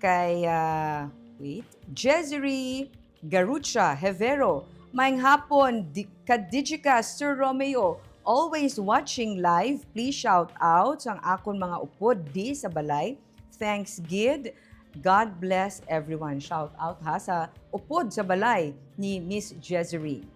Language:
Hiligaynon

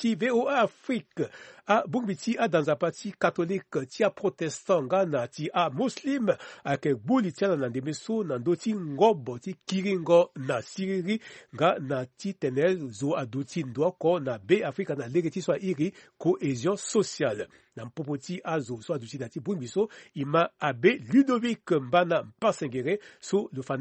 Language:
Sango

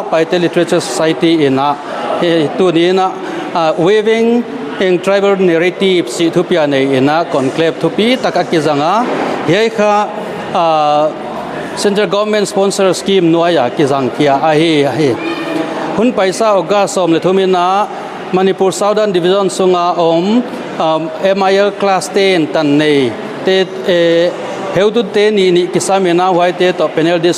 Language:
Paite Chin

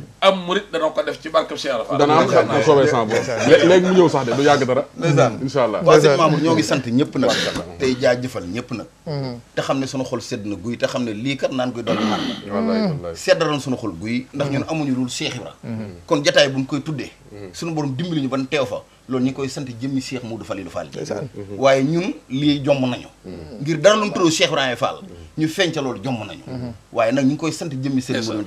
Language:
Wolof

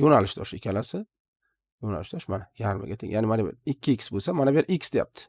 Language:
Uzbek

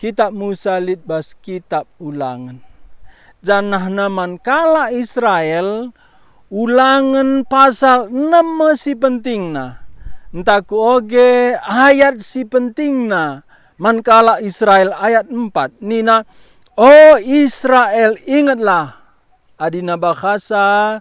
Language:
Batak Karo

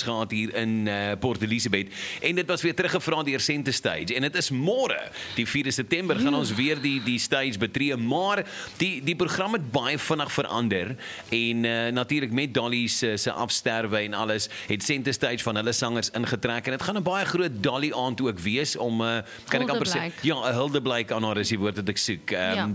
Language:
Afrikaans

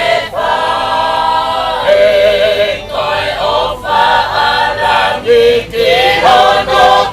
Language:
Tongan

